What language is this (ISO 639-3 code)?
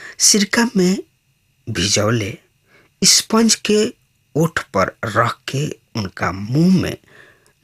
bho